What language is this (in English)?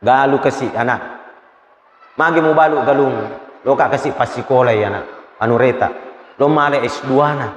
Buginese